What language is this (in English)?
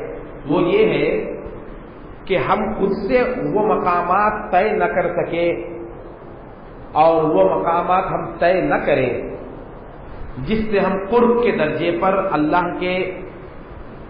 Urdu